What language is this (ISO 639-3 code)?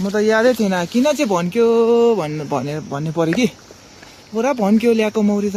nep